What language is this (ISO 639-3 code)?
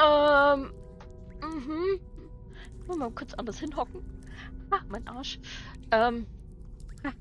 bar